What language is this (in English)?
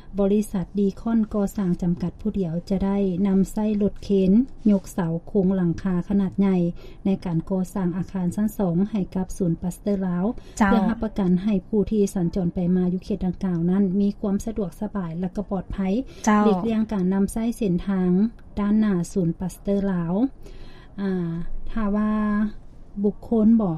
Lao